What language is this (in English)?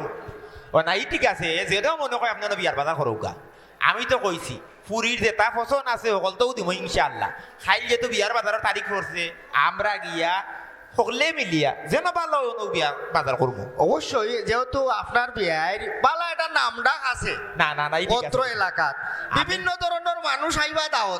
Sylheti